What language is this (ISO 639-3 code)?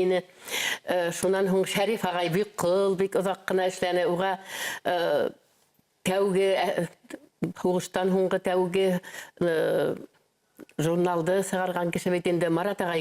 bak